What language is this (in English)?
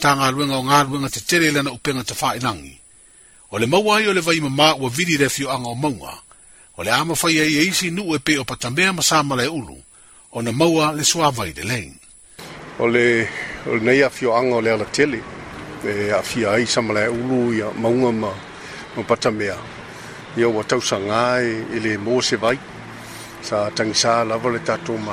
Samoan